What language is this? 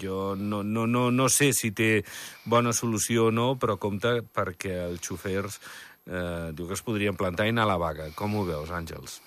Catalan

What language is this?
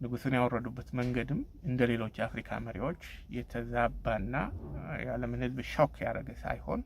Amharic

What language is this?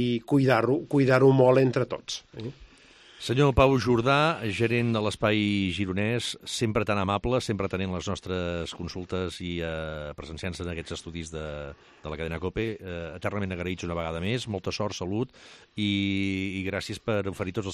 Catalan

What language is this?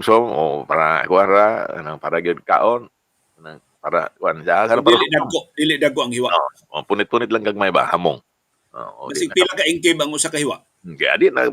Cebuano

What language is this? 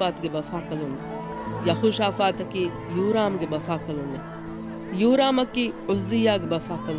Divehi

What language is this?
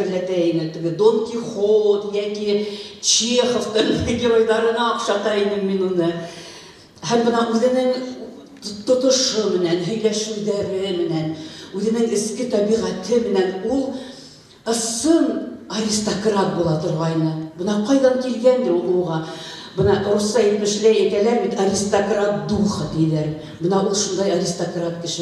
Bashkir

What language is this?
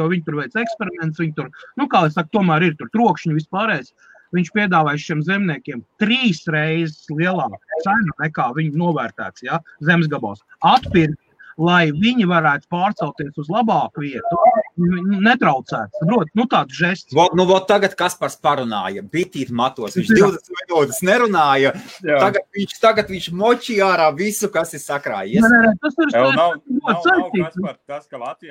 Latvian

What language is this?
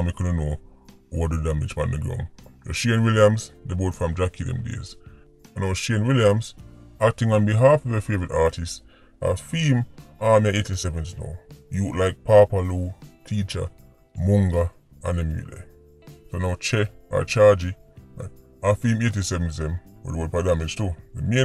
Jamaican Creole English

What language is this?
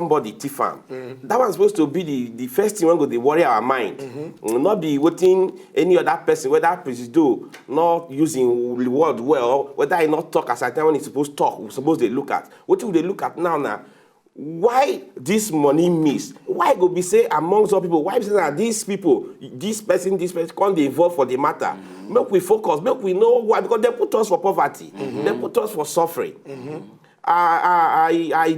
Nigerian Pidgin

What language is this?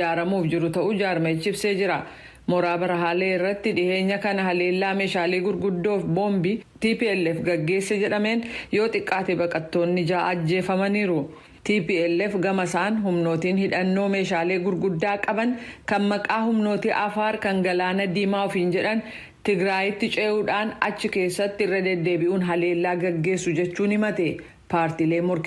Oromo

